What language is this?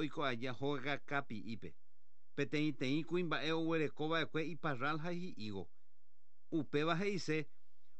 Guarani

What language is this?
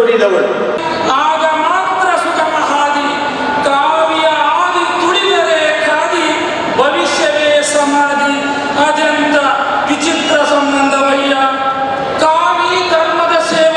Kannada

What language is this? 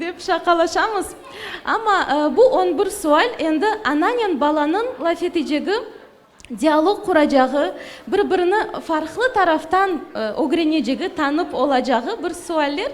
Crimean Tatar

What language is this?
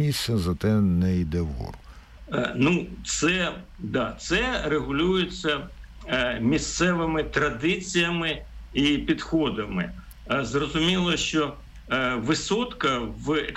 Ukrainian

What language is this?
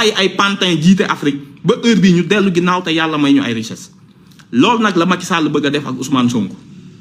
Wolof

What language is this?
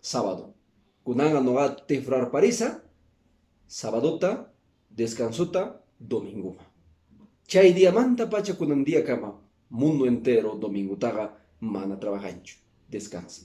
Quechua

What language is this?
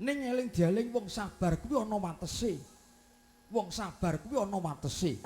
Javanese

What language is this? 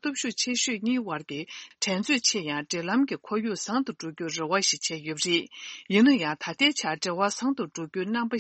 Tibetan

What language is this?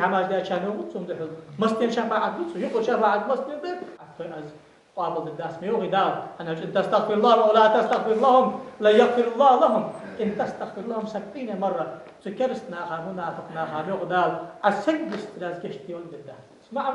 Ingush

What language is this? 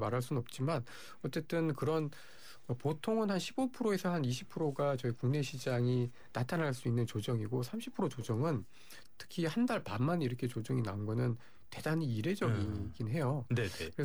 Korean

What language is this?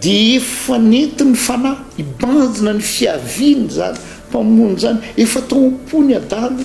Malagasy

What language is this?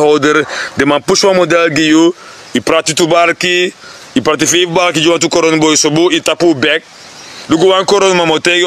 Sranan Tongo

